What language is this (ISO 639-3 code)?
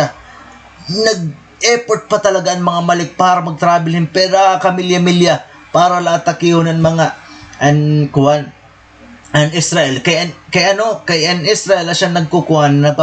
war